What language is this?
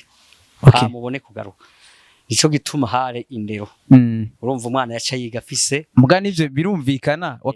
Rundi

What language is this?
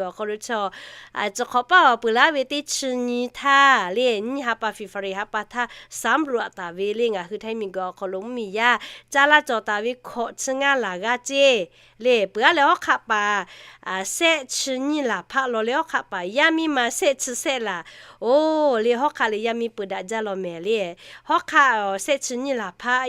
Lahu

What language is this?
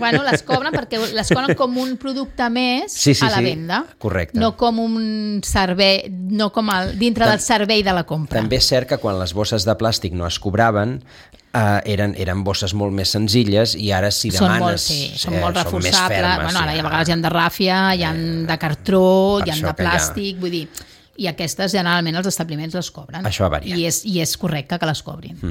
Catalan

